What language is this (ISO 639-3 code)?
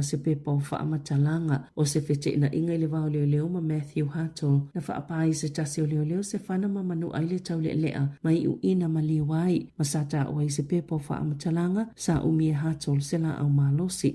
smo